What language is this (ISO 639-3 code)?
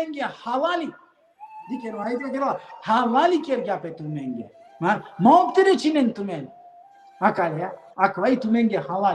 rmn